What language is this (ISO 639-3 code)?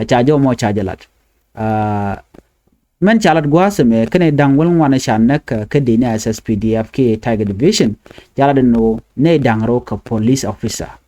nus